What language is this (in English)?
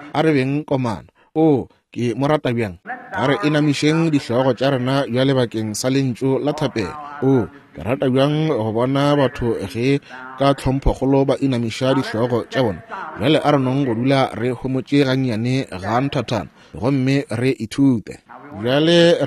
Northern Sotho